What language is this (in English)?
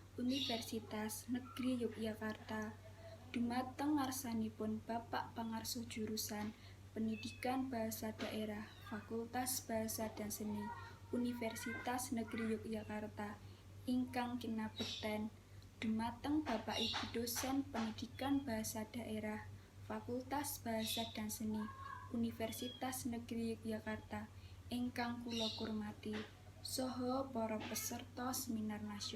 Javanese